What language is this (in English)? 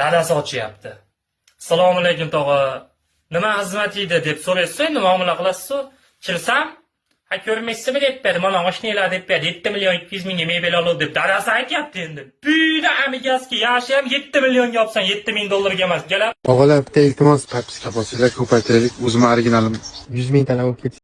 Uzbek